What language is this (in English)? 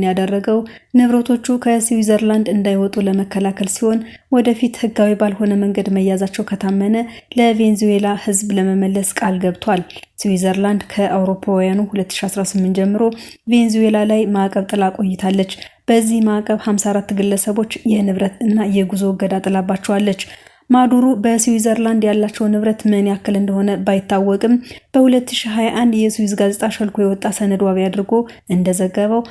Amharic